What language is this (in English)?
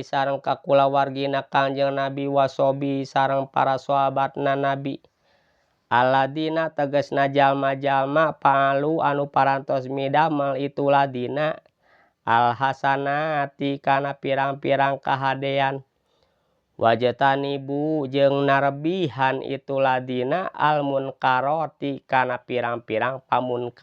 Sundanese